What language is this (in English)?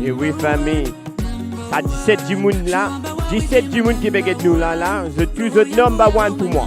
Morisyen